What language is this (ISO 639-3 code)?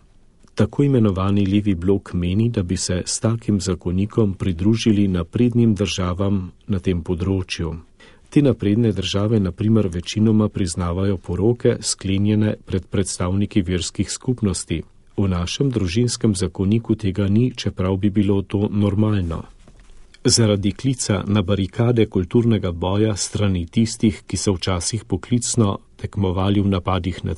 slv